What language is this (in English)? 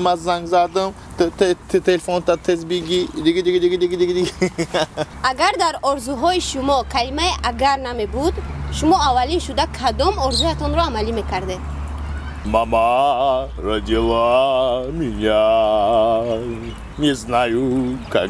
Tajik